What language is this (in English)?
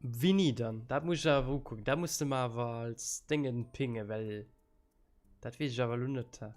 Luxembourgish